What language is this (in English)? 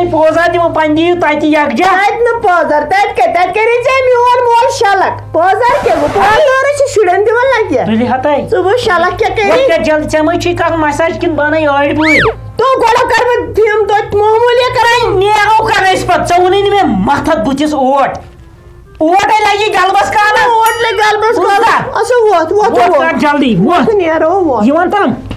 Kashmiri